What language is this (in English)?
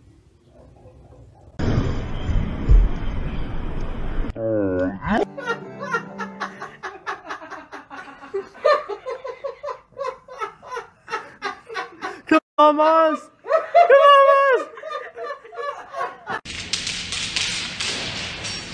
English